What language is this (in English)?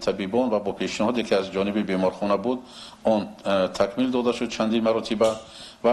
Tajik